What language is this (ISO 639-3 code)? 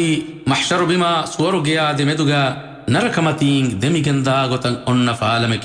div